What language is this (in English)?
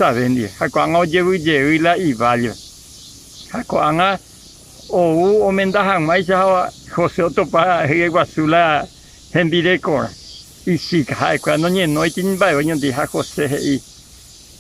Guarani